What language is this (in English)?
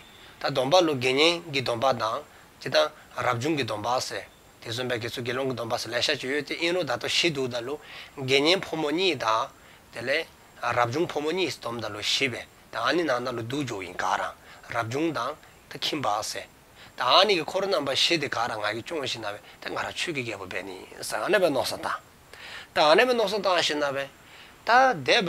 Dzongkha